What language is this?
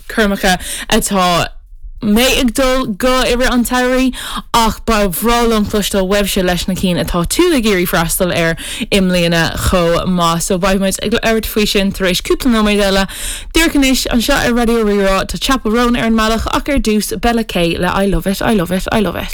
Irish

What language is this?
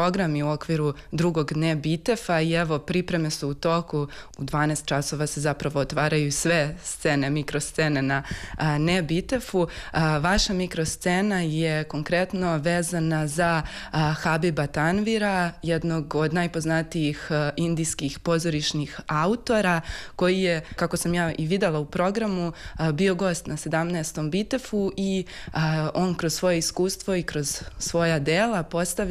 Serbian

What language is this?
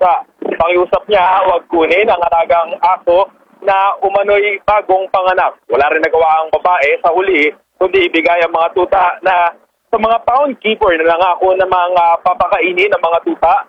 Filipino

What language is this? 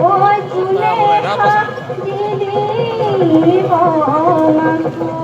Karbi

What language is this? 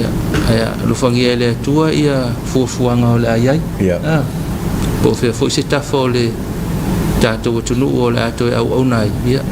Samoan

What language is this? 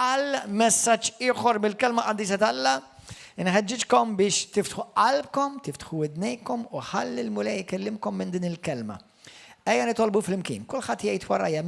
Maltese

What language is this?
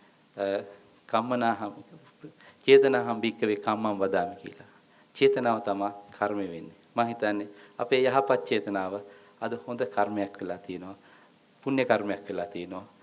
Sinhala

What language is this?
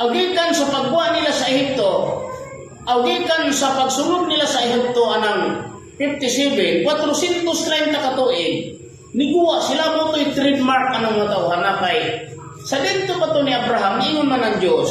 Cebuano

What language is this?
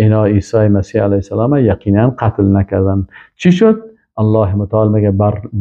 Persian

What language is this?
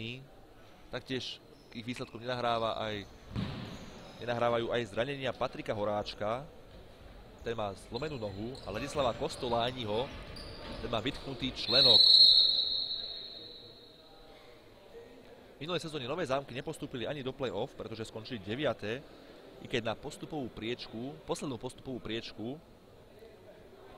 Slovak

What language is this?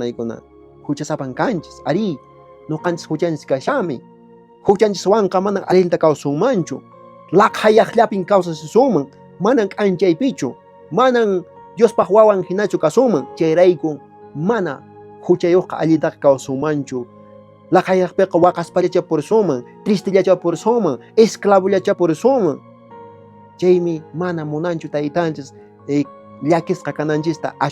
Quechua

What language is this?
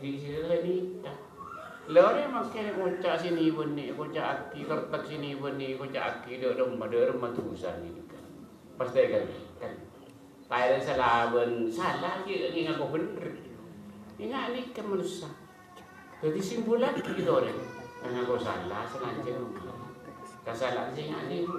Madurese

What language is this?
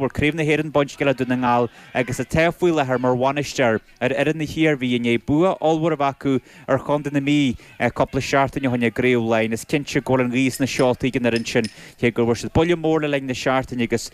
Irish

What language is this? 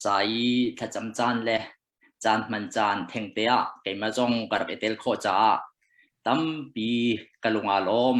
Hakha Chin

